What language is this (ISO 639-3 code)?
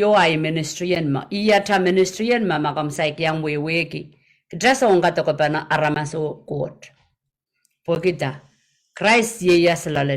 pon